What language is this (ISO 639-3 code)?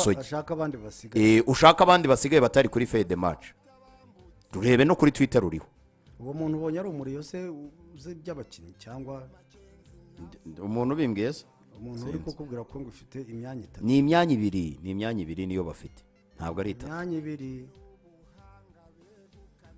kin